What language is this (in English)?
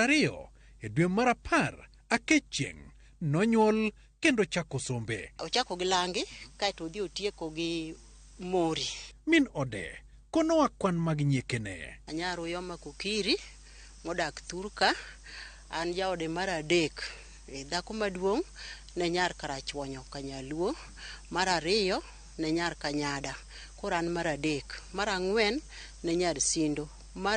Luo (Kenya and Tanzania)